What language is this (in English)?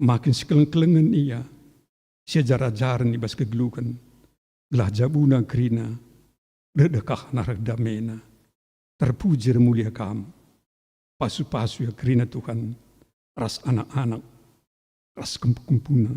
Batak Karo